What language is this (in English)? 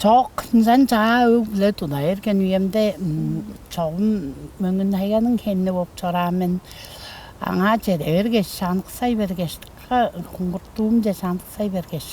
Tuvinian